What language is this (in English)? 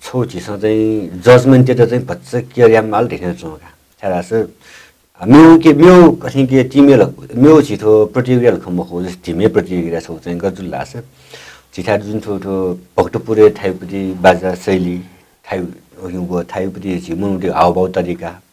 Newari